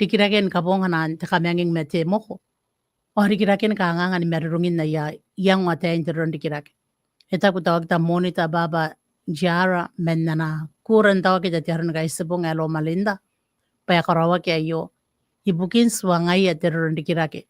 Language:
Gilbertese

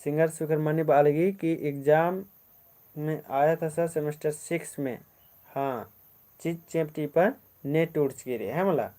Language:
Kurukh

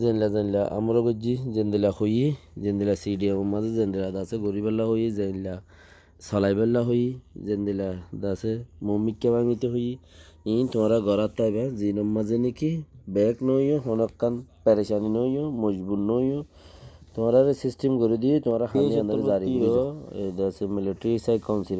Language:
Rohingya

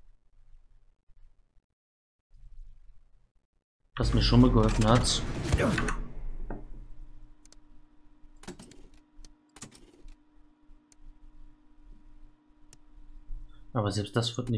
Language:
German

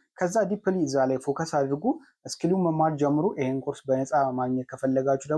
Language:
Amharic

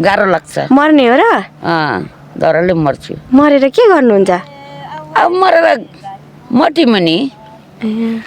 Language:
Nepali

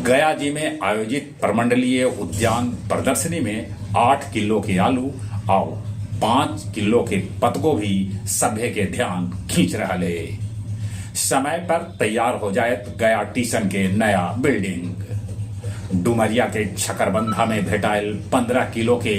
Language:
Magahi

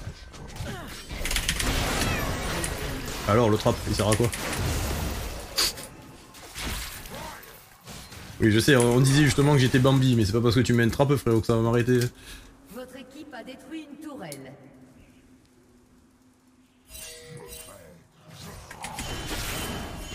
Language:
French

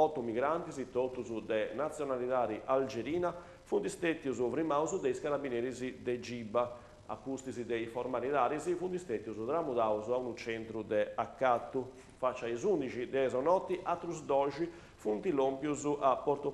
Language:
Sardinian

